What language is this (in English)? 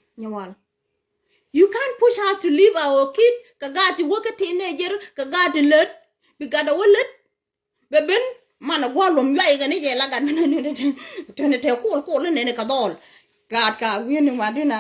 Nuer